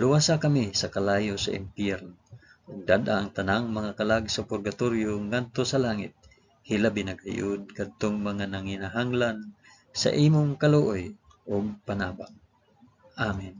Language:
Cebuano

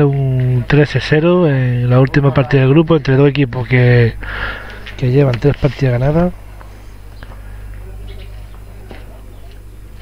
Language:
Spanish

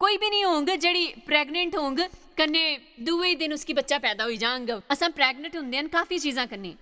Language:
Dogri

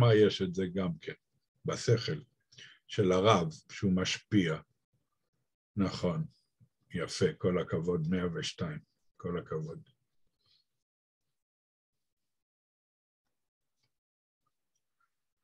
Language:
Hebrew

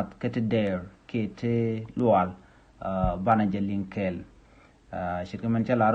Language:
Nuer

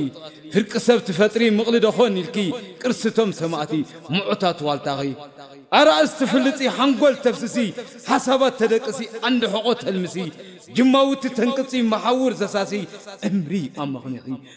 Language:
Tigrinya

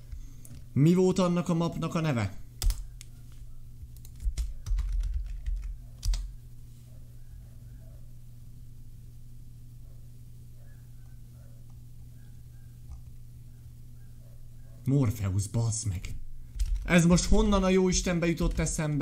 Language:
Hungarian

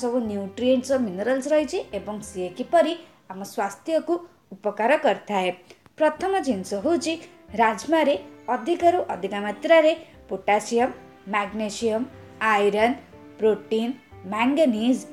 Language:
Odia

